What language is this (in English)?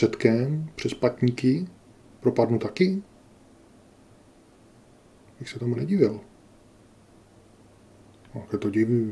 Czech